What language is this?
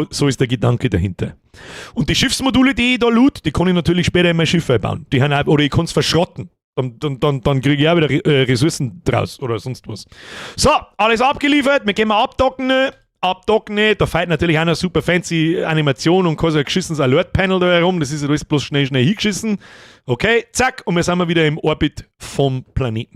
Bavarian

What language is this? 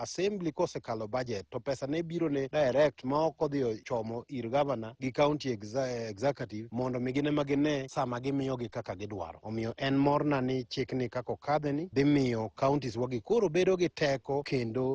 Luo (Kenya and Tanzania)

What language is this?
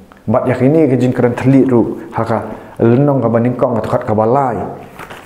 Khasi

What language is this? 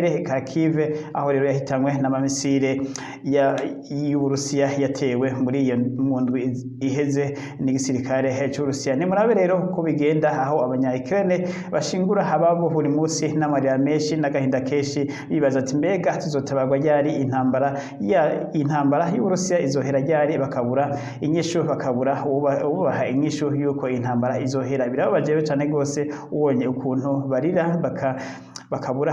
Rundi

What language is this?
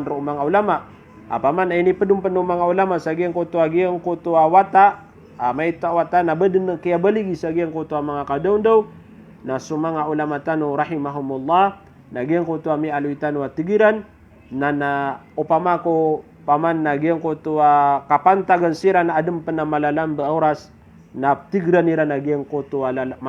Maranao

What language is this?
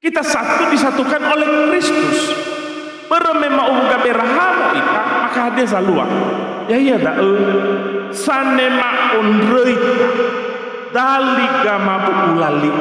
Nias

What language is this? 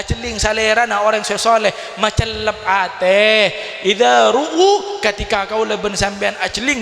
Madurese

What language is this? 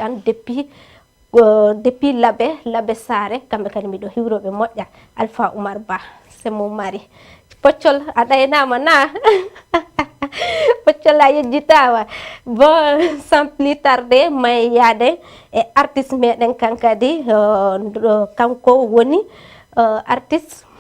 Fula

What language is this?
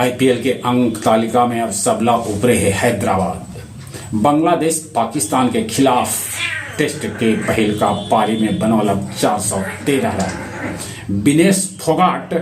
Magahi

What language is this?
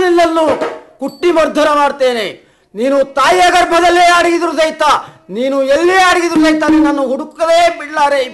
Kannada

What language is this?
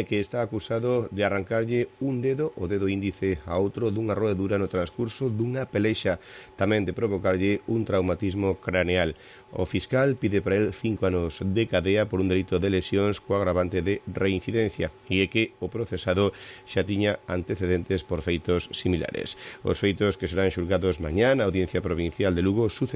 Galician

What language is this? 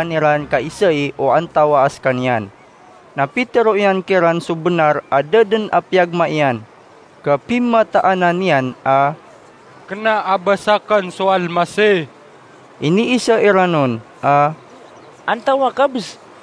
Maranao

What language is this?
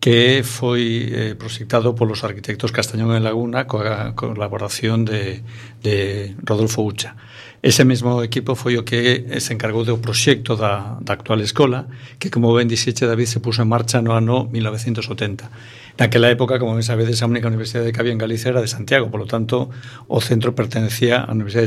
Galician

